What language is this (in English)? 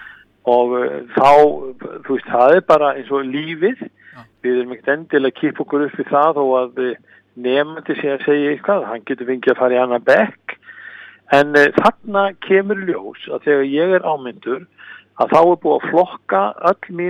Icelandic